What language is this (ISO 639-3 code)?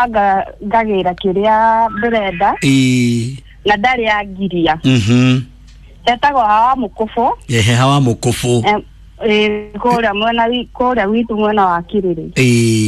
kik